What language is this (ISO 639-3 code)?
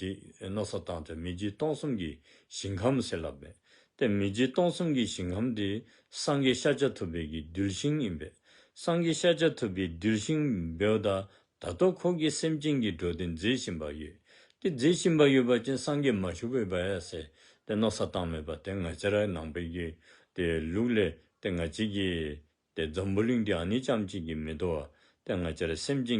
dzo